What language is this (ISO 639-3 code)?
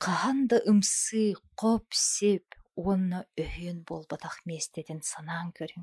sah